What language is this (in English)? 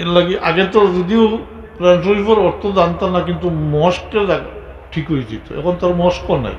Sylheti